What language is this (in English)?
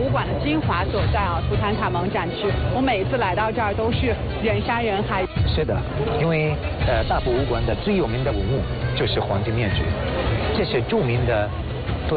Chinese